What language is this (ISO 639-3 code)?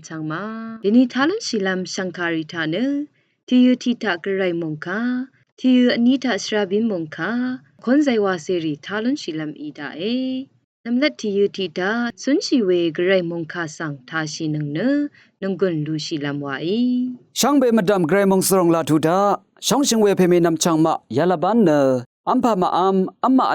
raw